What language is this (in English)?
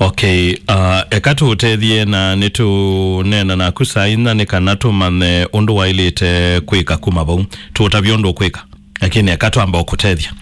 Kamba